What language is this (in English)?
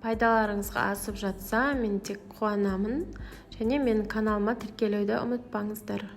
Kazakh